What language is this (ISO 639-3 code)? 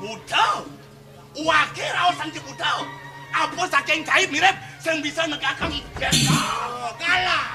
ban